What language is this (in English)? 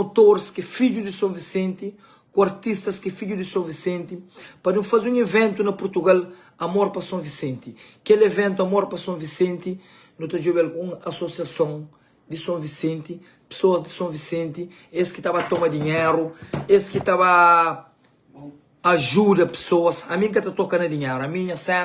Kabuverdianu